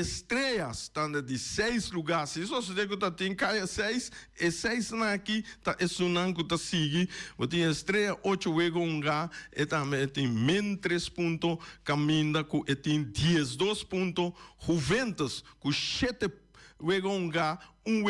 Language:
Papiamento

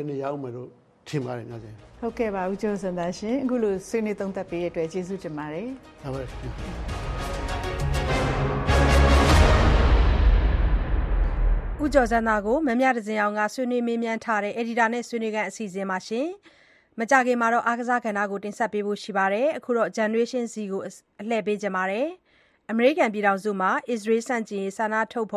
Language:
Burmese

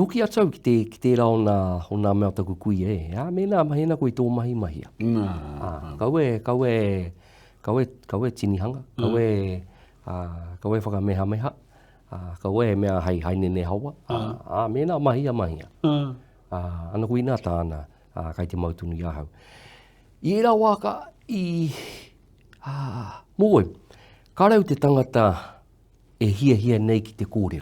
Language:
Māori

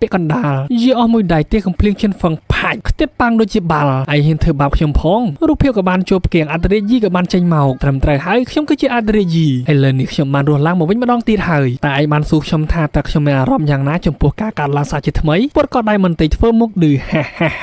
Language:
Khmer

